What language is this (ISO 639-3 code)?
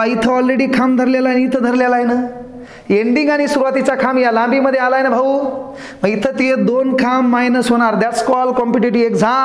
mar